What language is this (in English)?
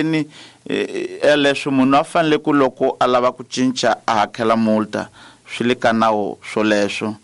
Tsonga